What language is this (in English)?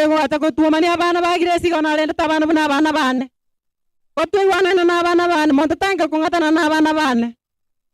Gusii